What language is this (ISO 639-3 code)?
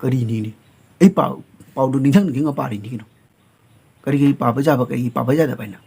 mni